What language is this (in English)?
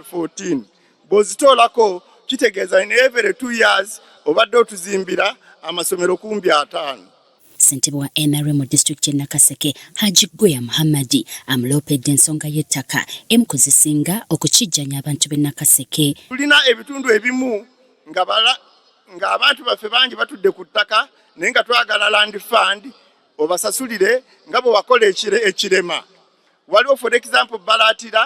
Ganda